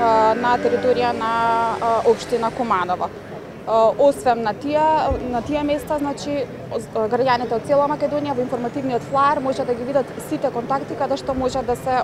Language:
Macedonian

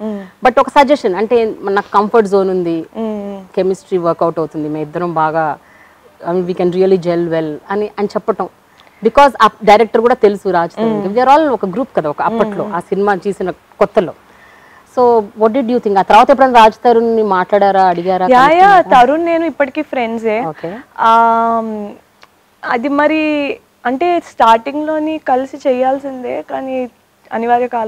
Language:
Telugu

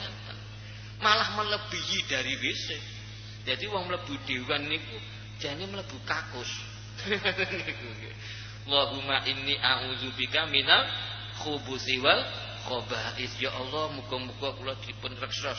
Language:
Javanese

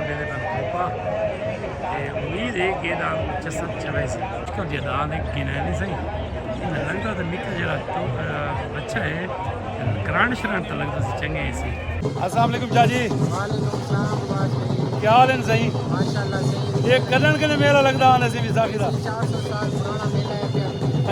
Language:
Saraiki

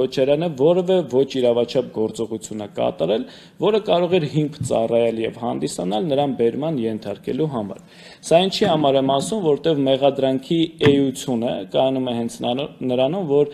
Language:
Armenian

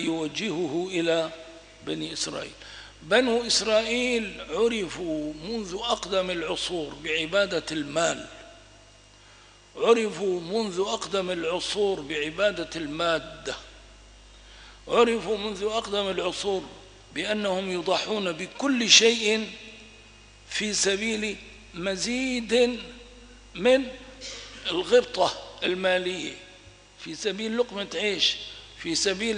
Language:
Arabic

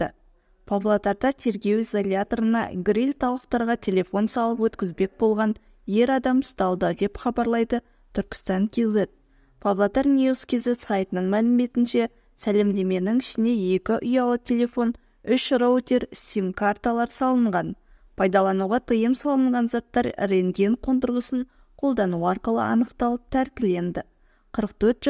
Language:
Kazakh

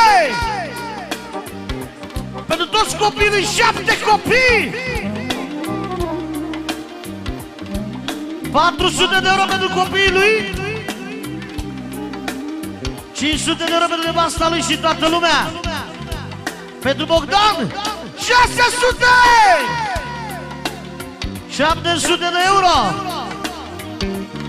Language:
Romanian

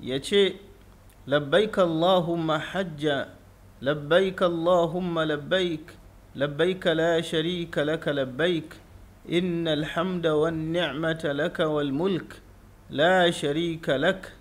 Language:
Hausa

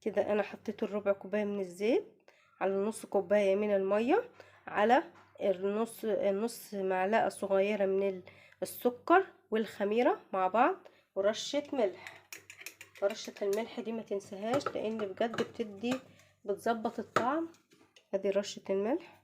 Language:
Egyptian Arabic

